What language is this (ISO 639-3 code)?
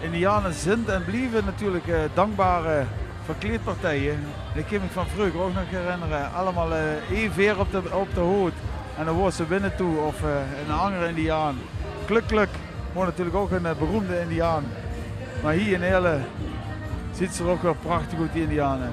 lim